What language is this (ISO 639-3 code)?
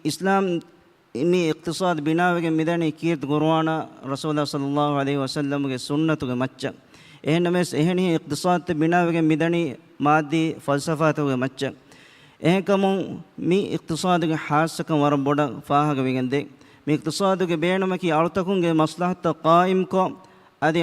div